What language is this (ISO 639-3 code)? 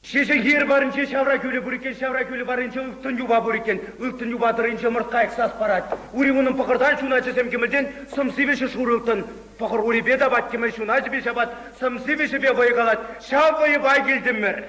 chv